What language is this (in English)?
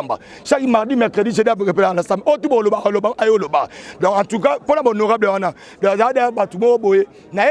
Lingala